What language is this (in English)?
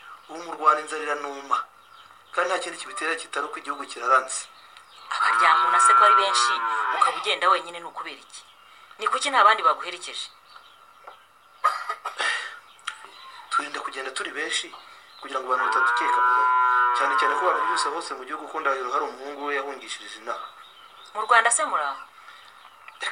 Kinyarwanda